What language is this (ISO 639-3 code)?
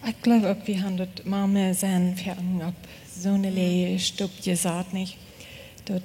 pdt